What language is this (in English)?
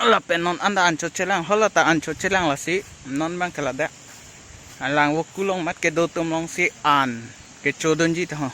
Karbi